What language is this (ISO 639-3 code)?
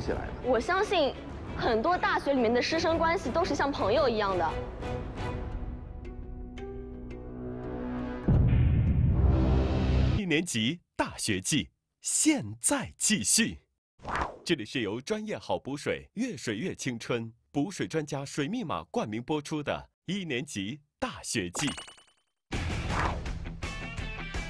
zho